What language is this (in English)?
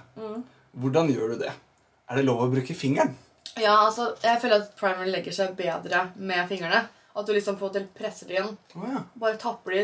Norwegian